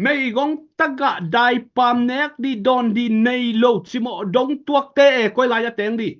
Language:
Tedim Chin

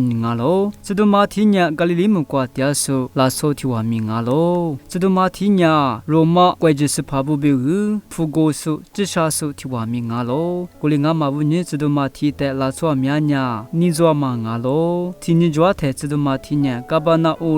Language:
Lisu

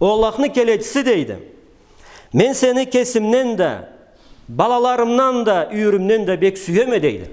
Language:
Karachay-Balkar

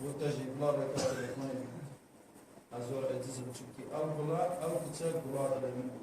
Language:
Kurdish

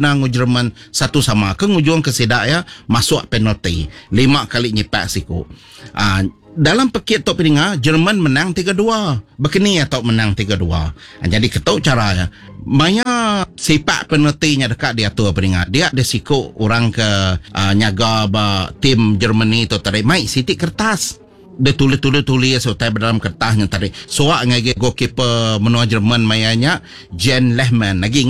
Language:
Iban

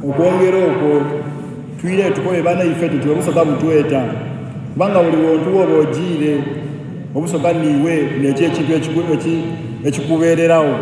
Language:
Soga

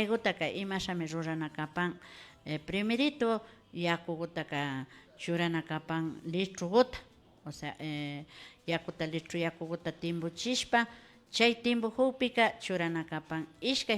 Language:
Imbabura Highland Quichua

